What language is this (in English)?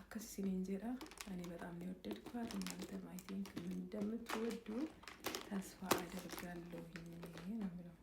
Amharic